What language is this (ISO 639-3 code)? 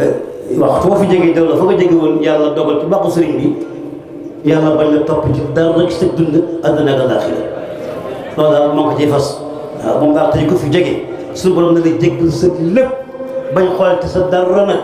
wol